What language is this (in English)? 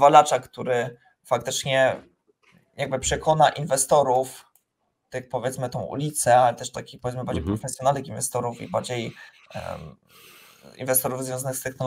Polish